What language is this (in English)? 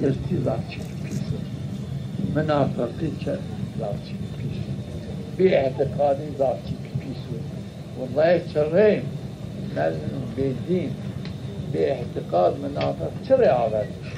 Zaza